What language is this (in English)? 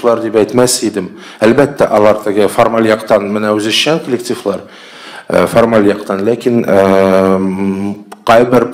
Tatar